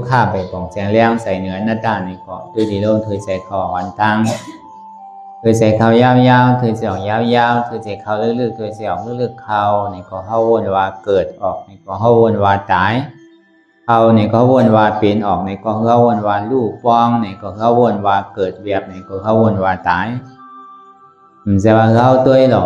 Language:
Shan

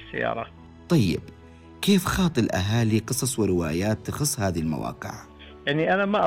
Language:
Najdi Arabic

